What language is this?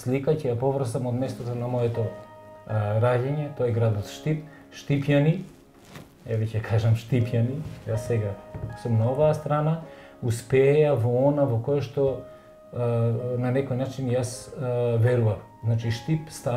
Macedonian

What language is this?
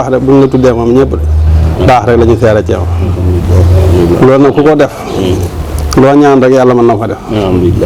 Wolof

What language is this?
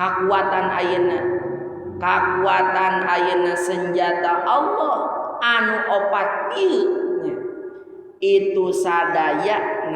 Sundanese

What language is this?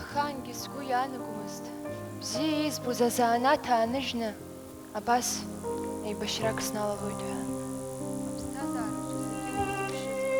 Abkhazian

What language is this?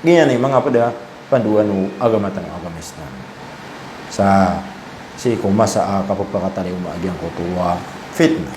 Maranao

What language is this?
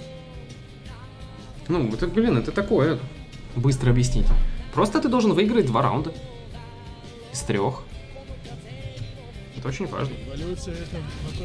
Russian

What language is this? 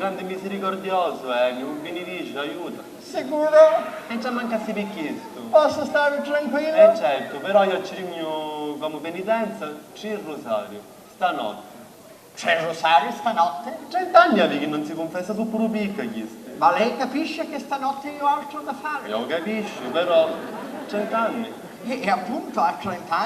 Sicilian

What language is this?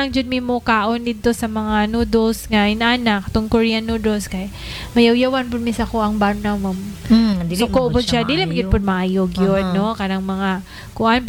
Cebuano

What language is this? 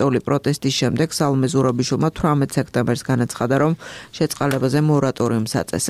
Georgian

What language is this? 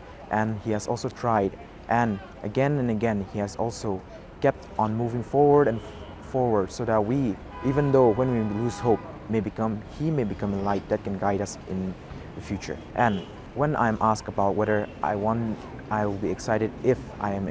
Tangkhul Naga (India)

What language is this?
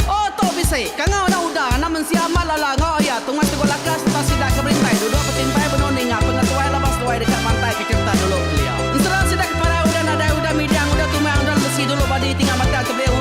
Iban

